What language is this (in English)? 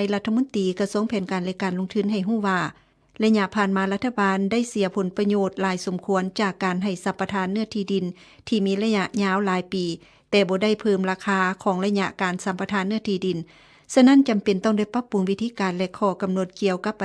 Lao